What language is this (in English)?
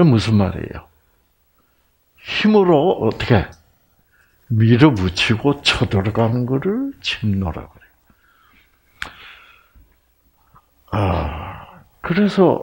Korean